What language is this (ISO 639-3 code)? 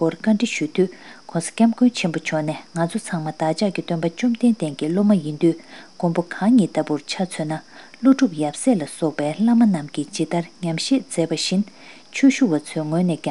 bod